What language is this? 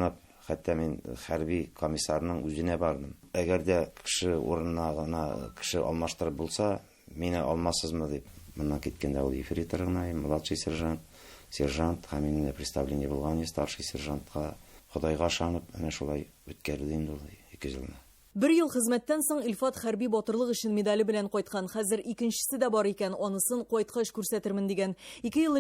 Tatar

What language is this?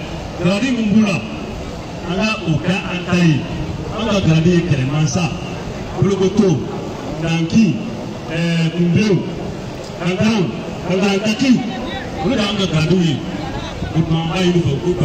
Bambara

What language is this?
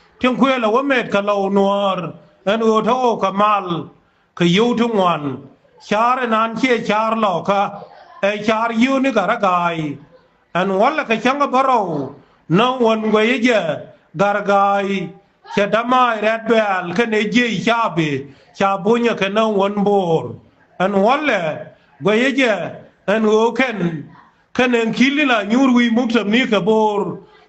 Nuer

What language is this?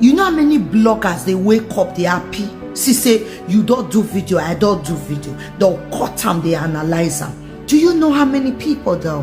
Nigerian Pidgin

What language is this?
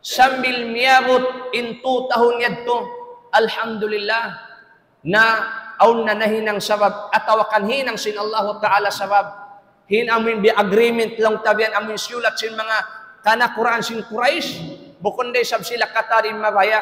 Tausug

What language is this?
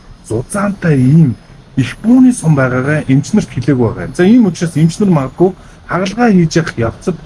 Mongolian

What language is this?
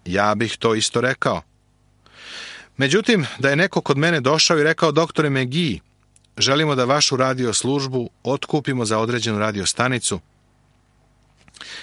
Serbian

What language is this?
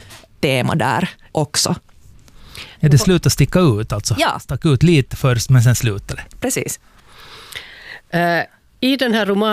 Swedish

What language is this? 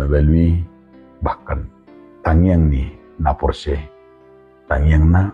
Batak Toba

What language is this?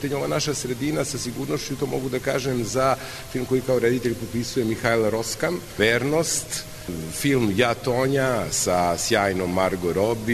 Serbian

